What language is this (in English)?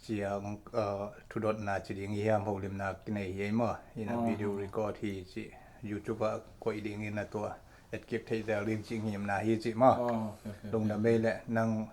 Tedim Chin